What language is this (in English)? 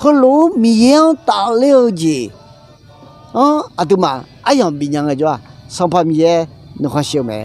Akha